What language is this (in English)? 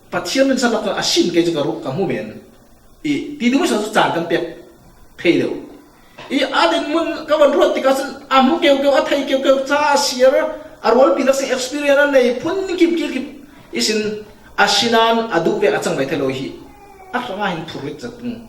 Falam Chin